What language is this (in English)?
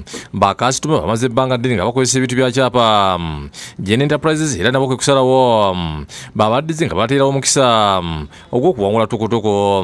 Ganda